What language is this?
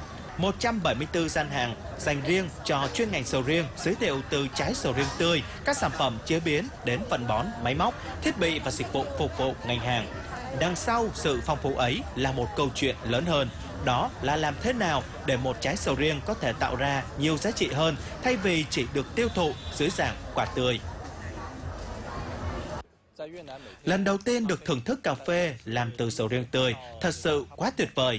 Vietnamese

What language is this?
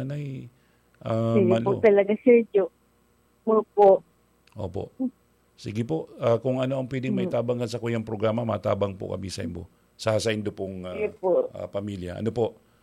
Bikol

